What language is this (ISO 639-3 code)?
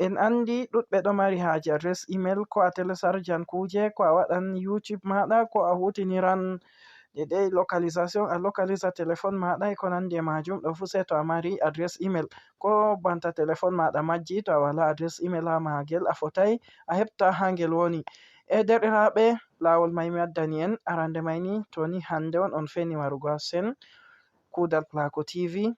ful